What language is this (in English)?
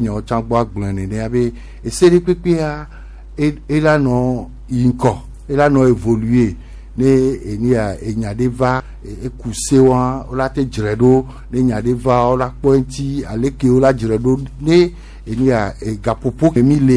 Gen